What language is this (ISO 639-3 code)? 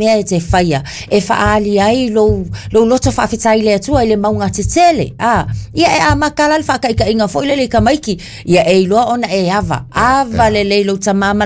smo